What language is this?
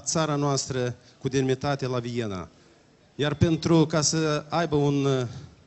Romanian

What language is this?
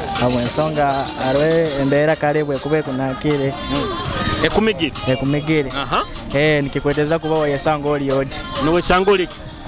Nyoro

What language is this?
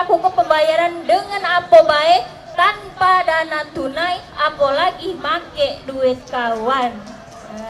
Musi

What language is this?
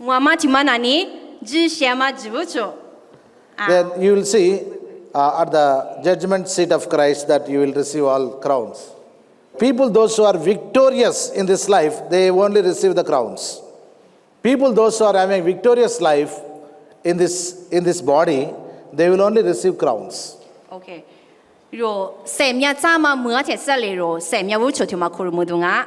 Lisu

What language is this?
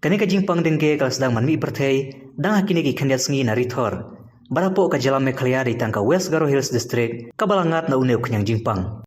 Khasi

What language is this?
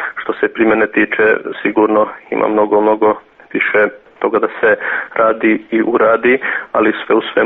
Serbian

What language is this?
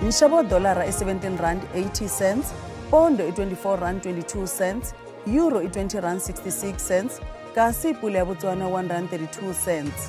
Tsonga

